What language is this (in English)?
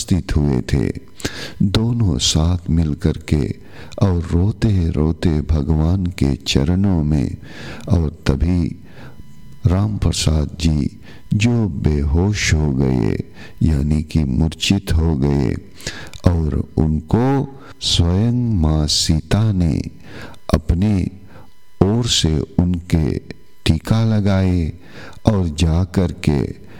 Hindi